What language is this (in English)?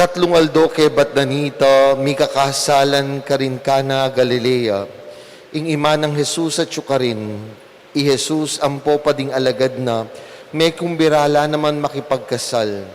Pampanga